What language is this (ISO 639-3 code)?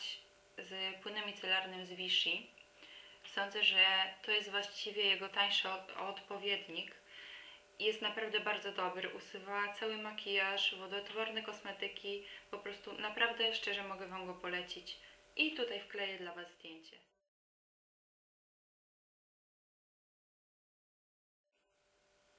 pol